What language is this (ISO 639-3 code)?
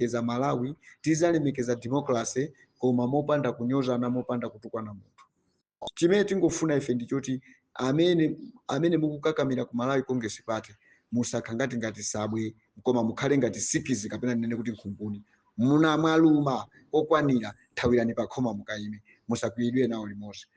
nya